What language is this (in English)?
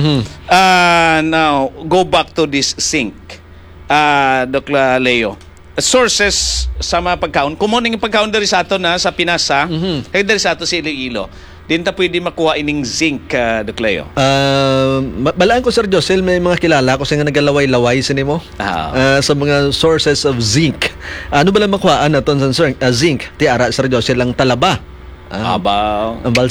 Hiligaynon